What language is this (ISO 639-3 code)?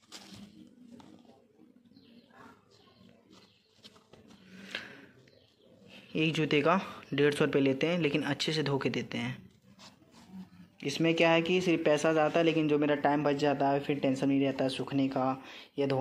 hin